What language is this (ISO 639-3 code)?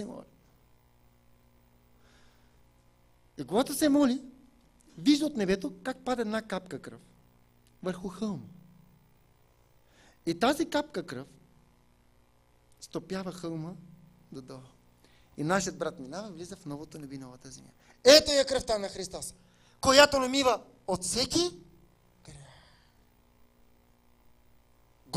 bul